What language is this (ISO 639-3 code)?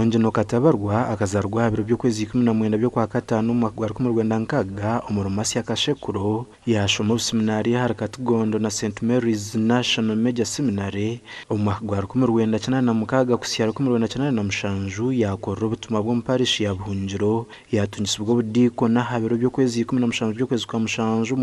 nyn